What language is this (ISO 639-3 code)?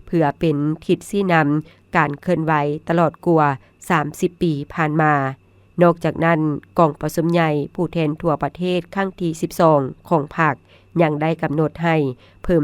lao